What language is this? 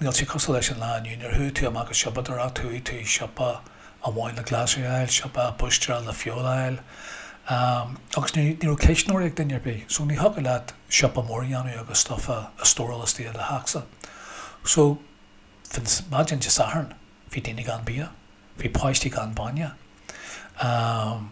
Irish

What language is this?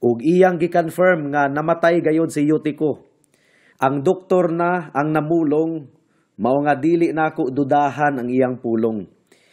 Cebuano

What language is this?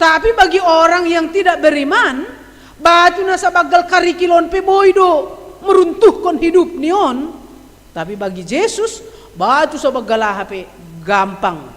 Batak Simalungun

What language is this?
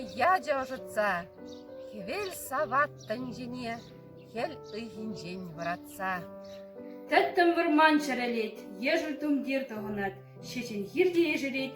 Chuvash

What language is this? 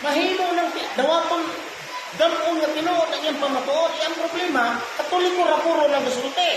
Cebuano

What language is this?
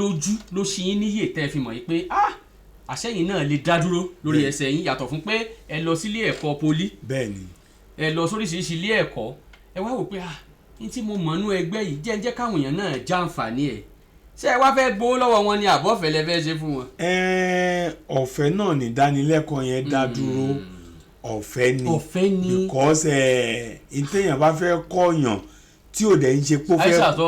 Yoruba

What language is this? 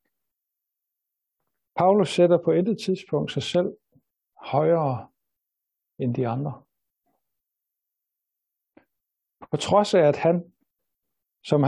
Danish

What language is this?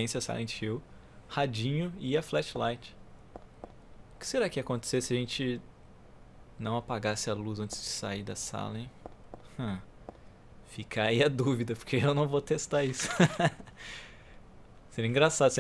Portuguese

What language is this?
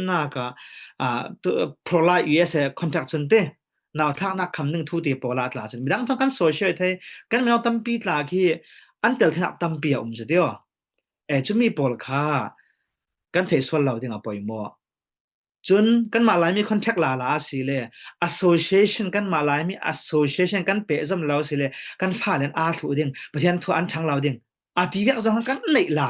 Falam Chin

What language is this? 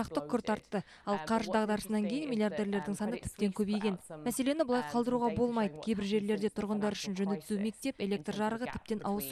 Kazakh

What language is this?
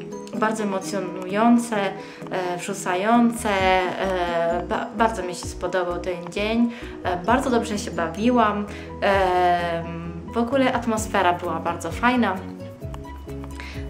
Polish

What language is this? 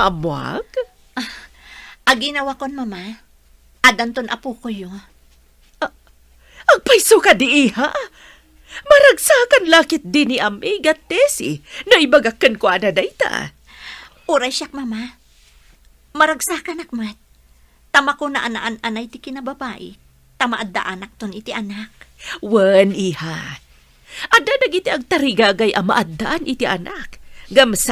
Iloko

